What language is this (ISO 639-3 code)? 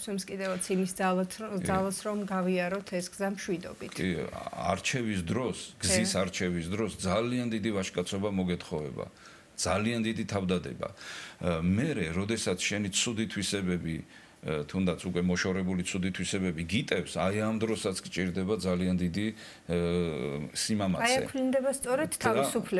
kat